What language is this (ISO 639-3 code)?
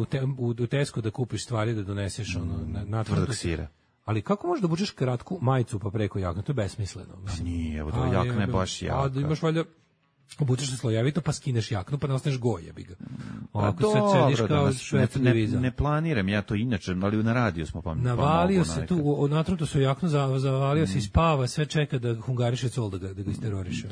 srp